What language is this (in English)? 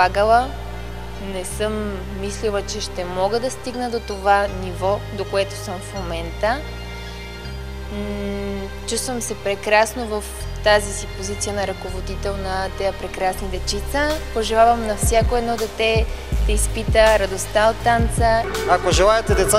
Bulgarian